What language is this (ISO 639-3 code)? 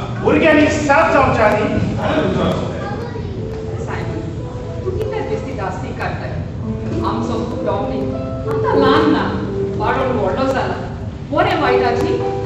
kok